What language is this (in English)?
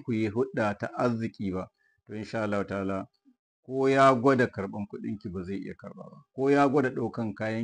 Hausa